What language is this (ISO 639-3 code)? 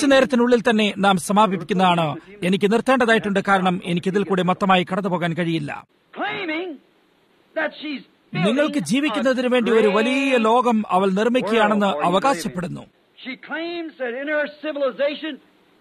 mal